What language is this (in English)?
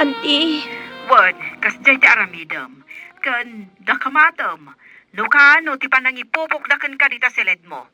Iloko